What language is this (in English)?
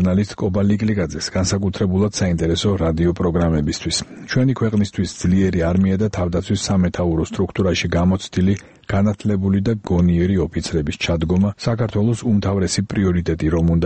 Georgian